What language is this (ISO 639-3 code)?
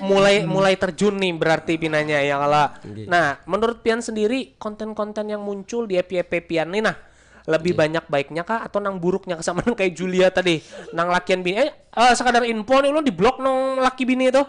bjn